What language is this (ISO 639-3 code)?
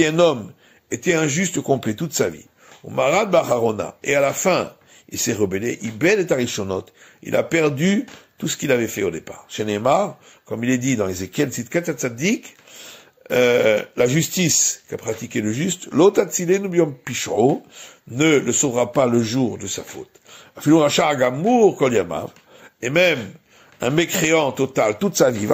fra